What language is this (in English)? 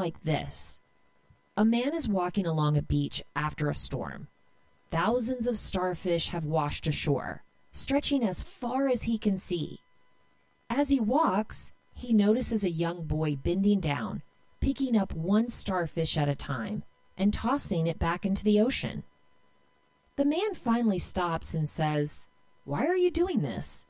English